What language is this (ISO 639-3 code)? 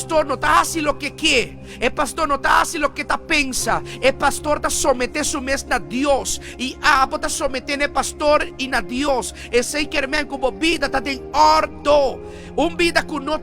pap